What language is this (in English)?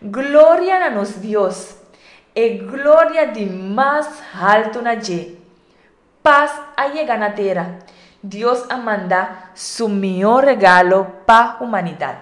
Papiamento